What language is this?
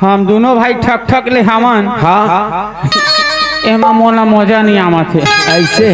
Chhattisgarhi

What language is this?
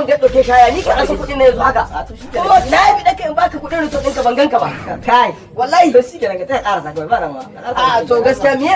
Hausa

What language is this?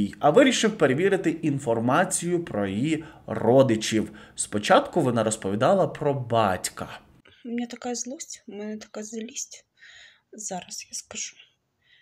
Ukrainian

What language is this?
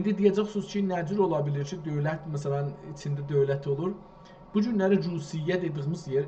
South Azerbaijani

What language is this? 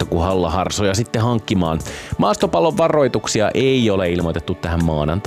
Finnish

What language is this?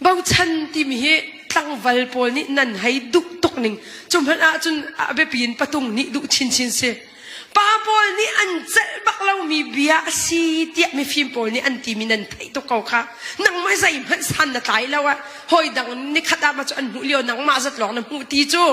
Hakha Chin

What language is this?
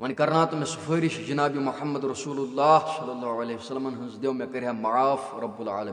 Kashmiri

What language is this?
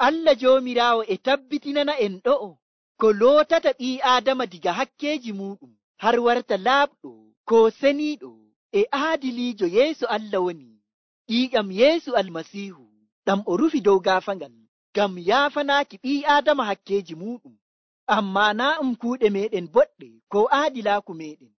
Nigerian Fulfulde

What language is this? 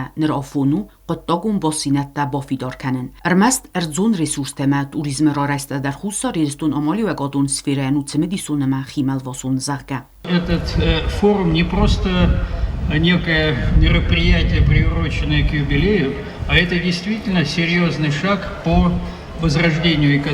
Ossetic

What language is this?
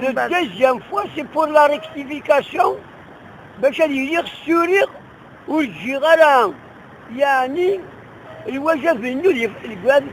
Kabyle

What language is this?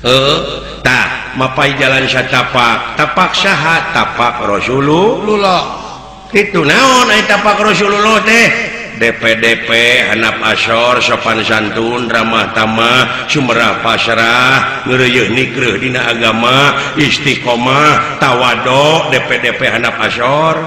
Sundanese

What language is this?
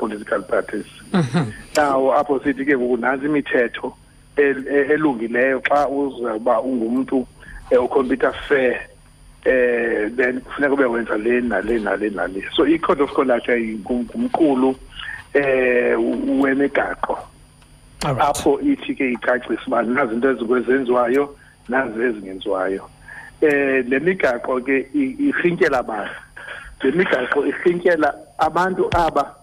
Xhosa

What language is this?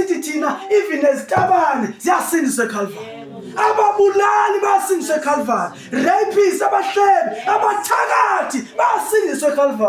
Zulu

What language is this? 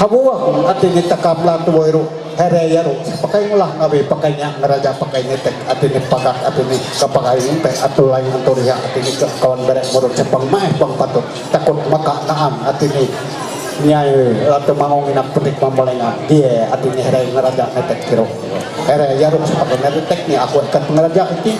Ma'anyan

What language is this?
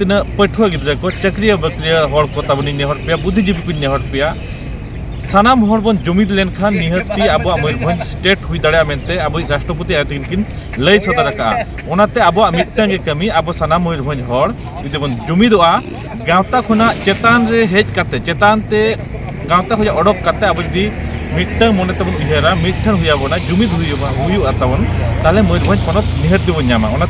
Santali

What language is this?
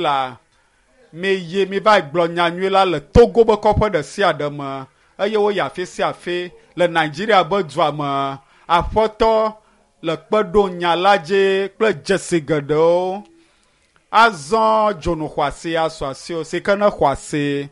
Ewe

